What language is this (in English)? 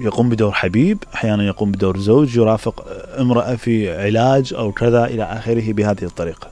Mesopotamian Arabic